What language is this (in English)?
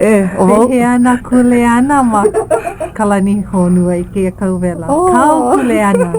Hawaiian